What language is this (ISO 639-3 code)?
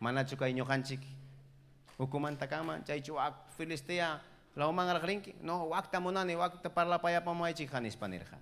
quy